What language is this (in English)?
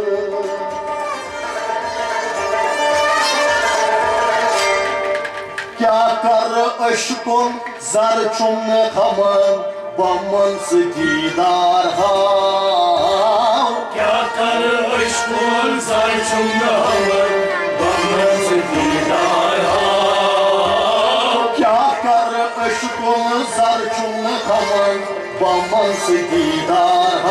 Kashmiri